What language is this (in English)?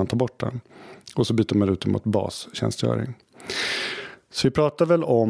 Swedish